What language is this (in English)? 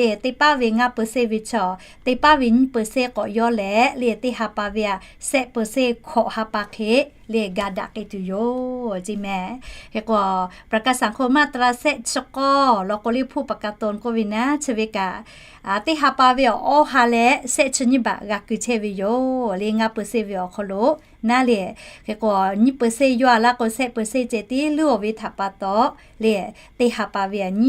Lahu